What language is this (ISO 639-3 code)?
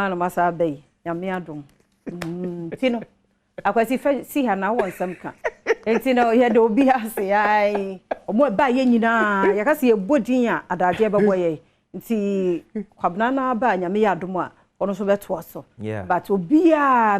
aka